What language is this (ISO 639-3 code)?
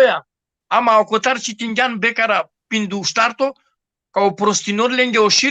rmn